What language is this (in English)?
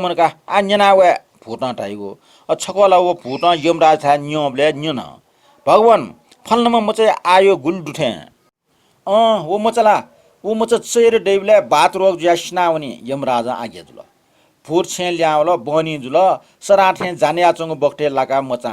Newari